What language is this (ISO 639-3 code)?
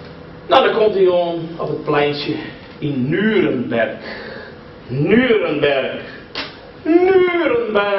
fry